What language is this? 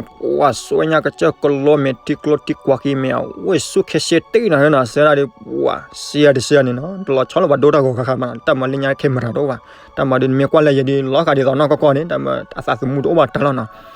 S'gaw Karen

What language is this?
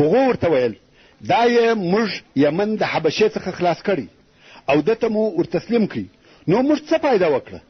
Pashto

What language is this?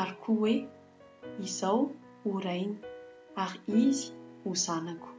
Malagasy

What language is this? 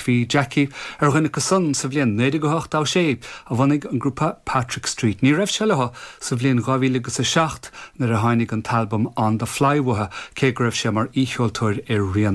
Irish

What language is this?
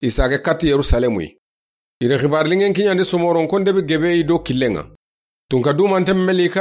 Soninke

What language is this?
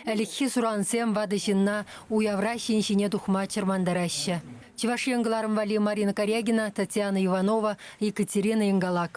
Chuvash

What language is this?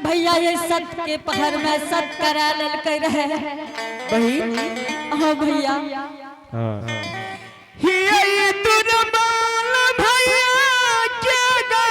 Angika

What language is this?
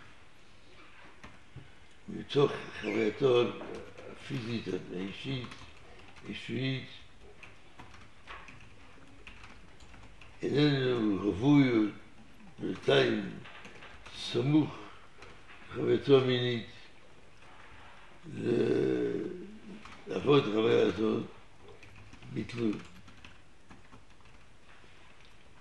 Hebrew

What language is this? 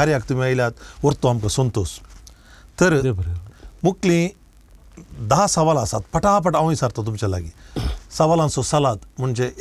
Konkani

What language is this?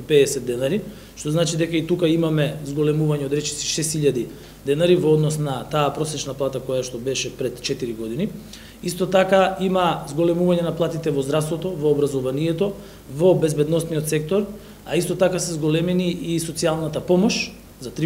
Macedonian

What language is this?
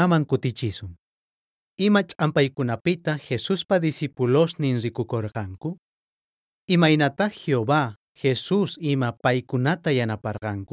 South Bolivian Quechua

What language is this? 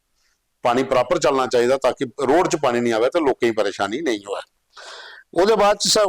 Dogri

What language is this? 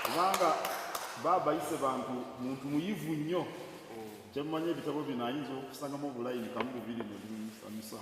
Soga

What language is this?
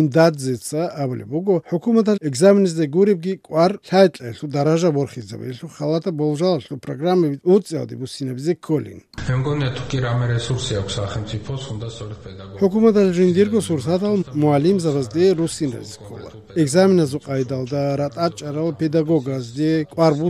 Georgian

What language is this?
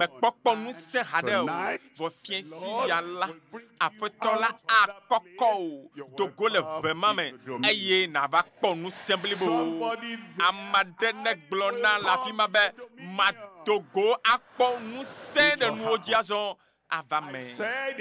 Ewe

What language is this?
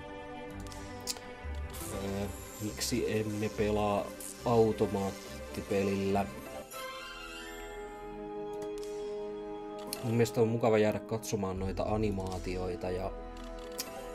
Finnish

